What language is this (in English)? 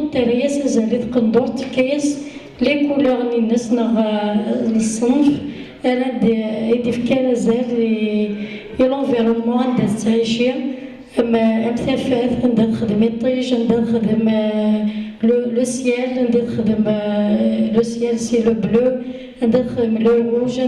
Kabyle